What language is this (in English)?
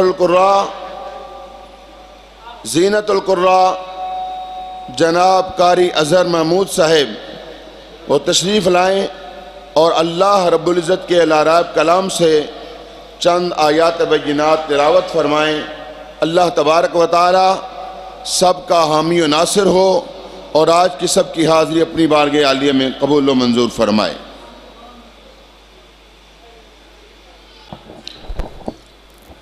Urdu